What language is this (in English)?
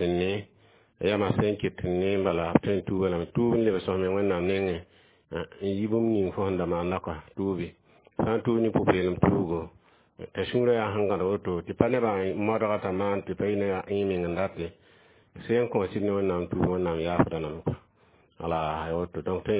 Mossi